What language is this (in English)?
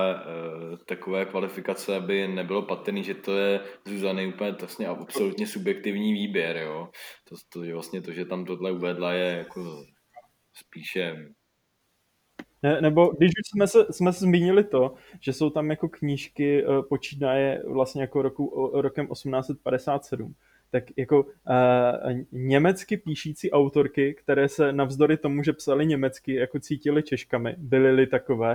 Czech